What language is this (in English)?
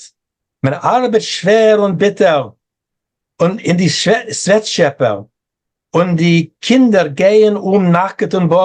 Yiddish